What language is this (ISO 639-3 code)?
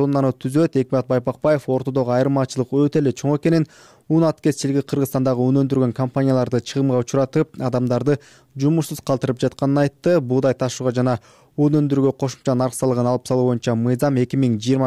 kir